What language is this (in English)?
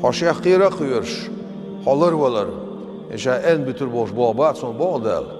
Chechen